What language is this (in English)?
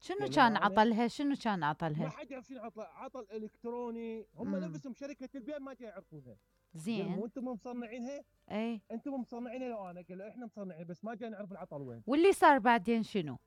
Mesopotamian Arabic